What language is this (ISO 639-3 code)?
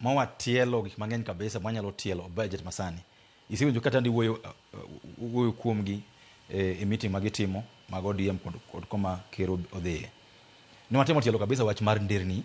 luo